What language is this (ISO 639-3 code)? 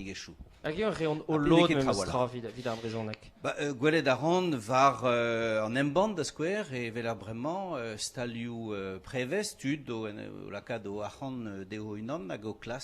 bre